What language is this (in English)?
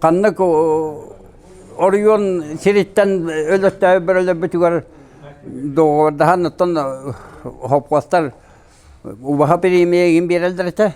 Yakut